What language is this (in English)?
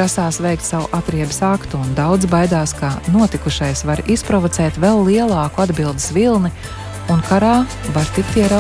Latvian